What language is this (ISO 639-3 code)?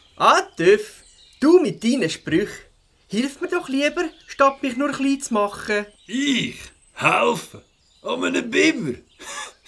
gsw